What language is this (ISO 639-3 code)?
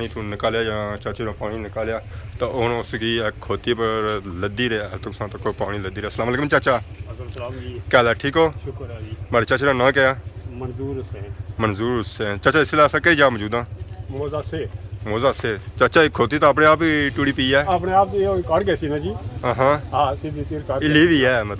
phr